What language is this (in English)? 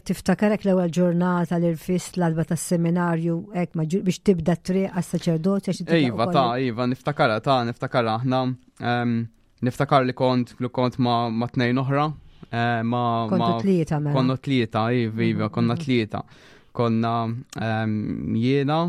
Maltese